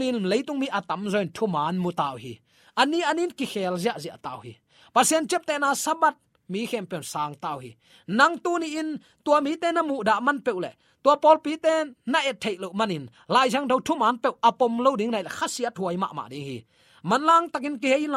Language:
Tedim Chin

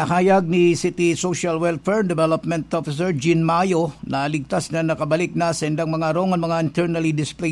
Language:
Bikol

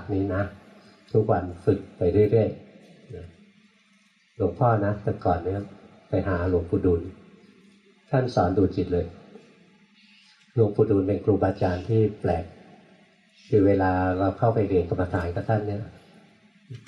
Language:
Thai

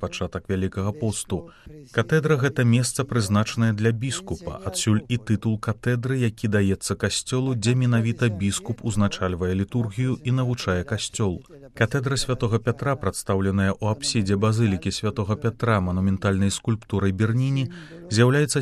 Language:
Belarusian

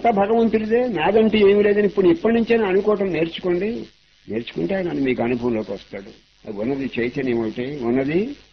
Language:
Telugu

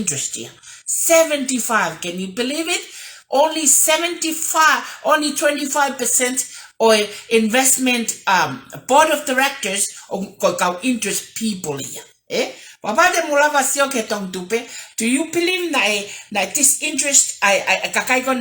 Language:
Tongan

